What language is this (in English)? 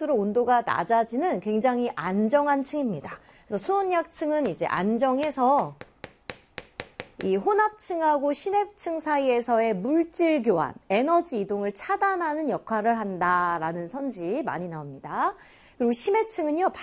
Korean